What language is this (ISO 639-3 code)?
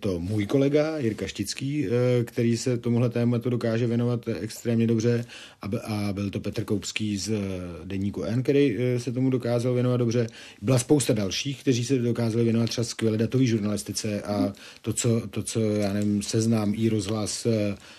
ces